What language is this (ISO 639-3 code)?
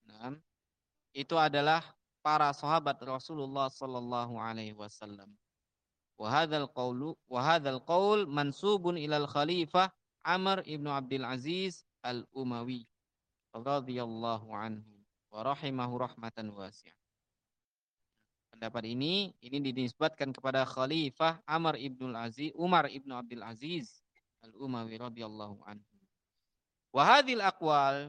ind